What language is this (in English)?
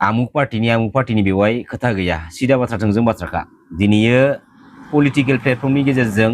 Bodo